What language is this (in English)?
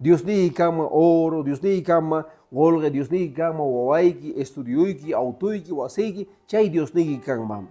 Quechua